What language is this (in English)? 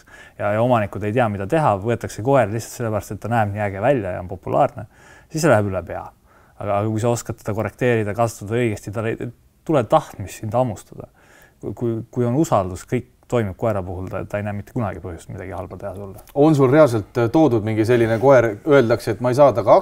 Estonian